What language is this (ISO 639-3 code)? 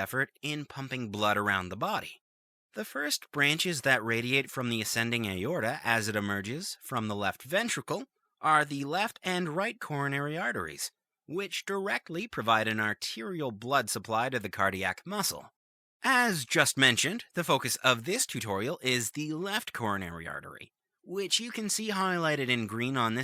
eng